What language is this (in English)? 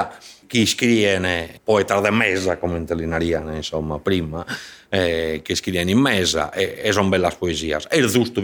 Sardinian